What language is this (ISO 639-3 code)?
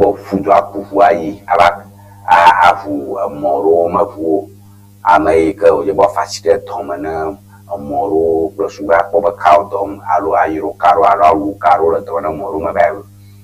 ewe